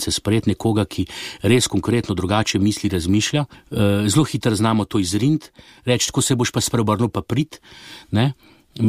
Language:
Slovenian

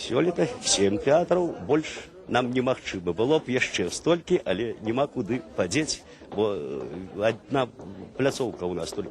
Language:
Belarusian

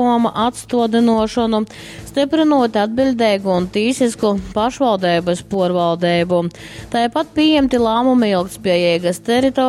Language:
Latgalian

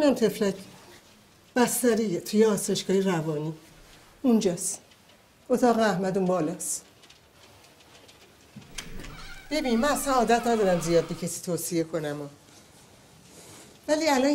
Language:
Persian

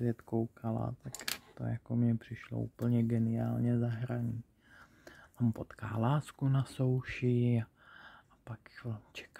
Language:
Czech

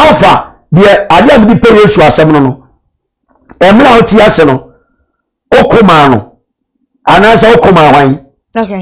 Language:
Akan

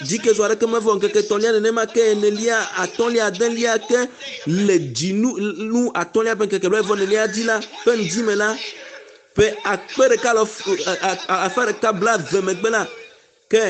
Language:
Ewe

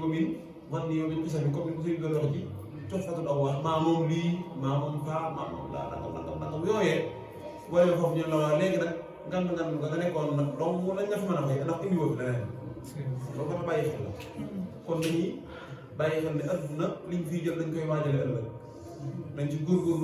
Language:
Wolof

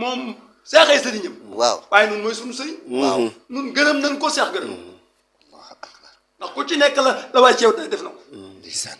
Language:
Wolof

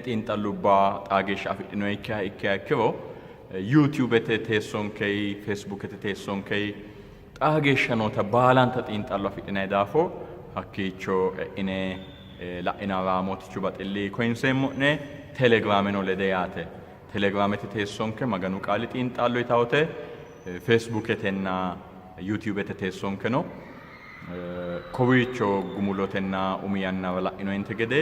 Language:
Sidamo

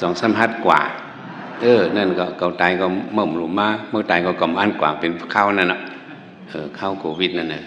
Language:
Shan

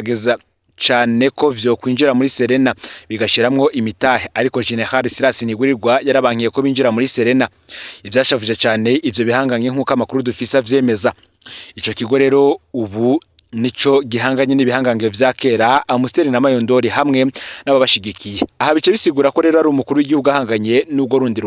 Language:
Rundi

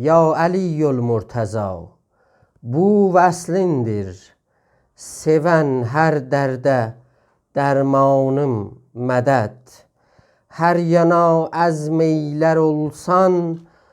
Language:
South Azerbaijani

